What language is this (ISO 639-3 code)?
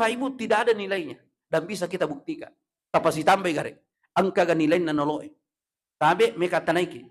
bug